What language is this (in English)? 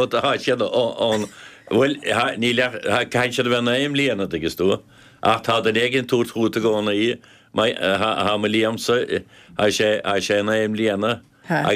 Irish